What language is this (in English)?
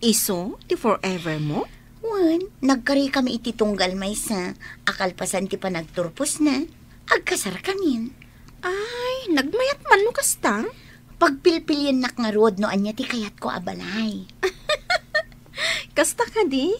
Iloko